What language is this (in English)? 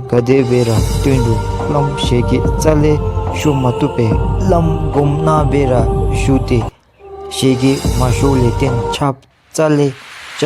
Dzongkha